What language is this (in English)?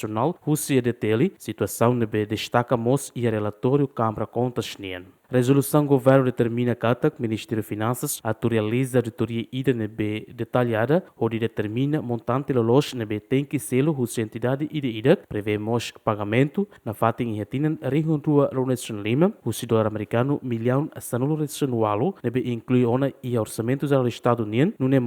Tetum